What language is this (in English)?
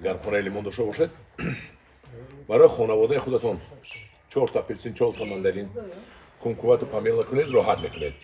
Tajik